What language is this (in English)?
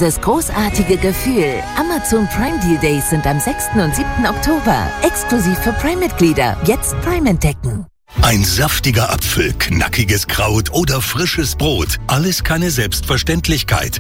German